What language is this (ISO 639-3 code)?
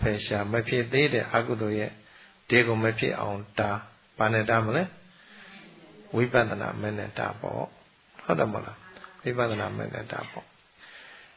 mya